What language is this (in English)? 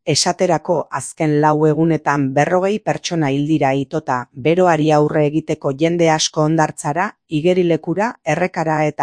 Basque